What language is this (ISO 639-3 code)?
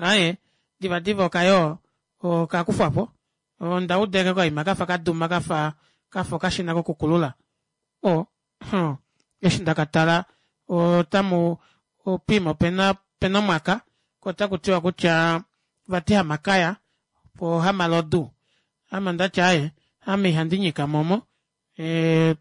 kua